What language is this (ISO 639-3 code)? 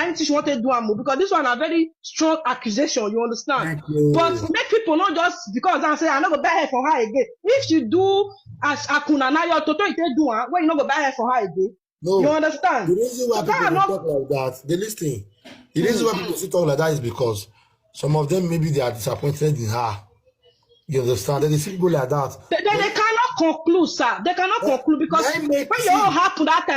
pcm